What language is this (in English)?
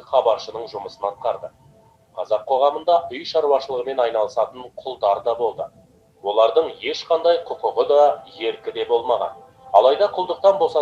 Kazakh